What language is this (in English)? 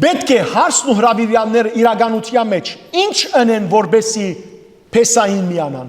Western Armenian